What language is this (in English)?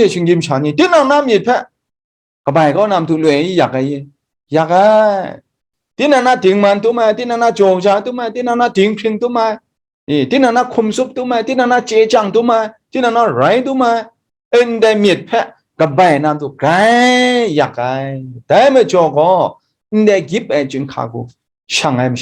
Kachin